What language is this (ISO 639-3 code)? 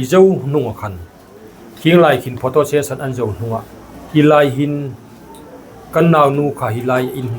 hmr